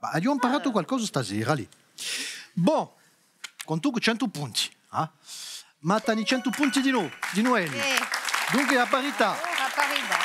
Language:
Corsican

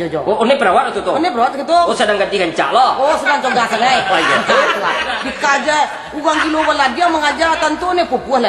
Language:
Minangkabau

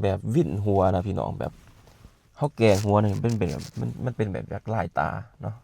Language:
Lao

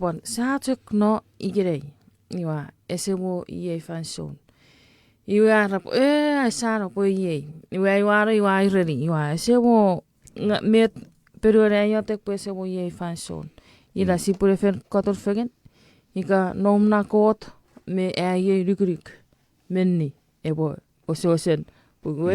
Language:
Chuukese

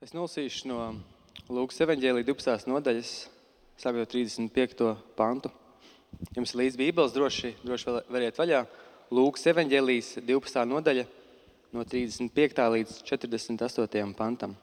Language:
Latvian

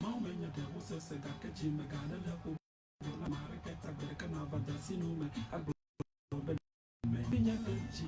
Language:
Ewe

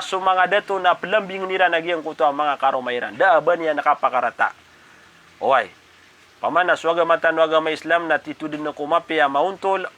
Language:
Maranao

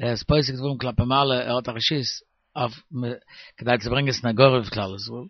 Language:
Yiddish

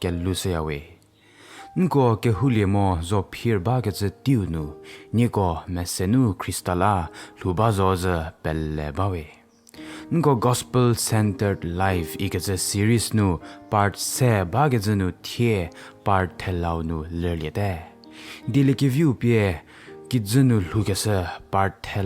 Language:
Angami Naga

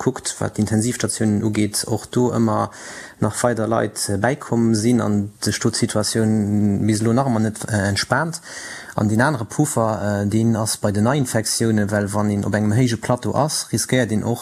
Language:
Luxembourgish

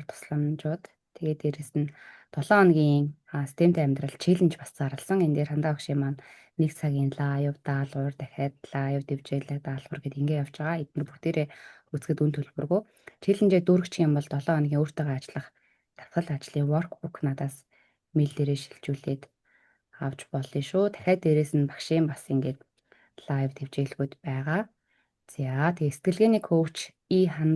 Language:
Mongolian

